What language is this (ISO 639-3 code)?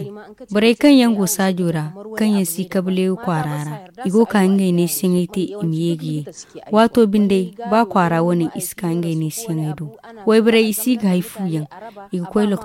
dje